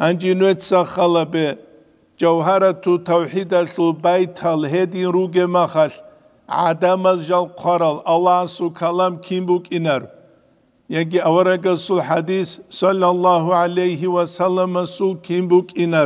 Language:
Avaric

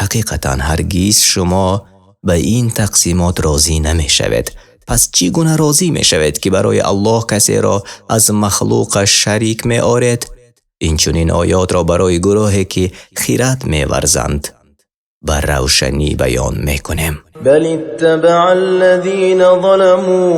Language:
Tajik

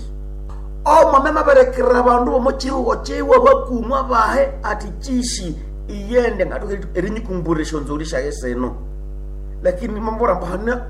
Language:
Nande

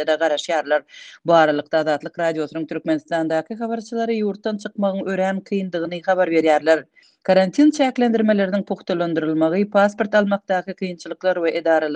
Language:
Turkmen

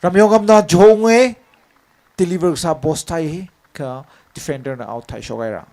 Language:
Tangkhul Naga (India)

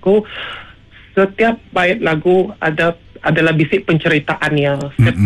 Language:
Iban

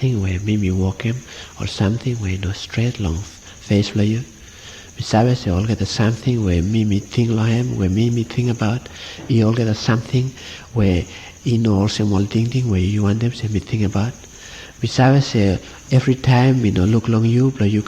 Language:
Bislama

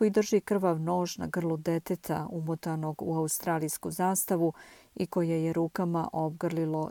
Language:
Serbian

